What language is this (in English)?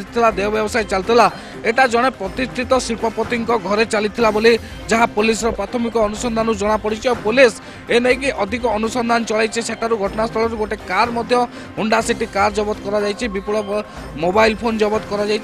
Odia